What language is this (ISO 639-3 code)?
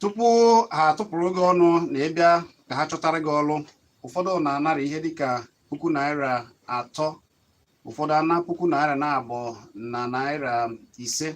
ibo